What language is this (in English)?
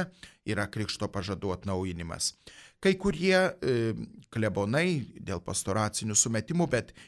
Lithuanian